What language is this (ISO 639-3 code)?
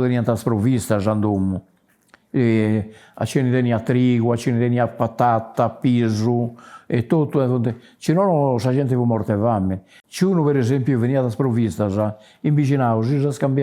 srd